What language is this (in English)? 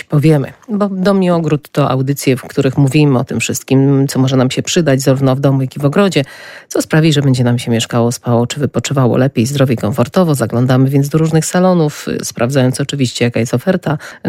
Polish